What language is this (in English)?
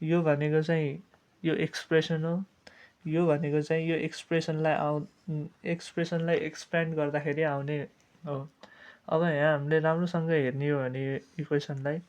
Nepali